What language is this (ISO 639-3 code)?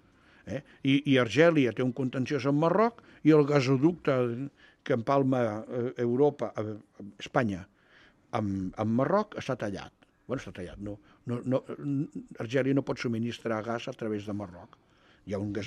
cat